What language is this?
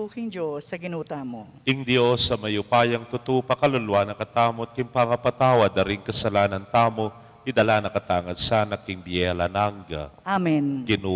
Pampanga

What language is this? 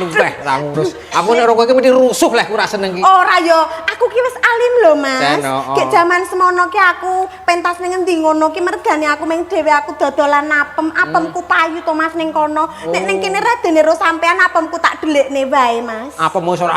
Javanese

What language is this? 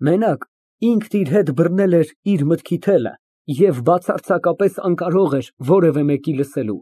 Armenian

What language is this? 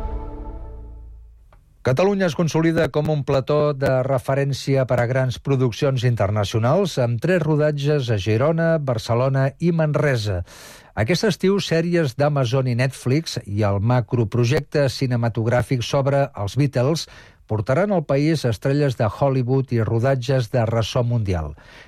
Catalan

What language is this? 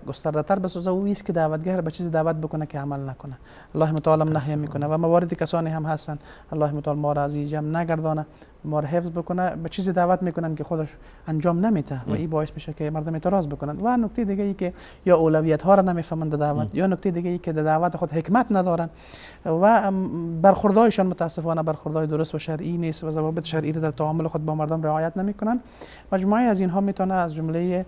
Persian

